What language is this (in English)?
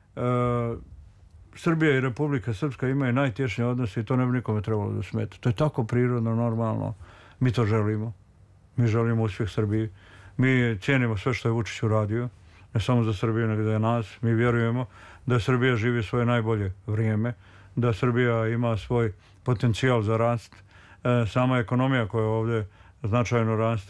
Serbian